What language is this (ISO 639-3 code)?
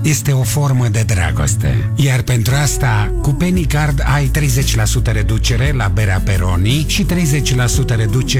ron